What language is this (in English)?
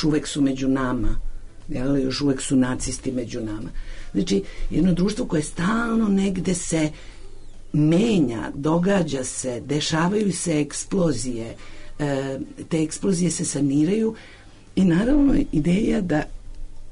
Serbian